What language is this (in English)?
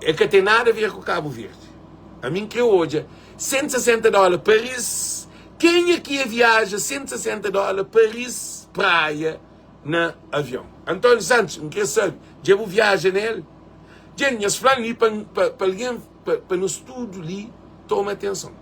Kabuverdianu